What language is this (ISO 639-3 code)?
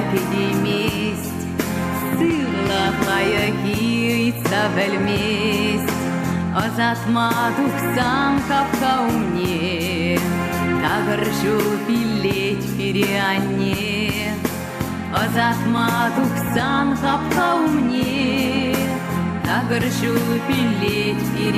chv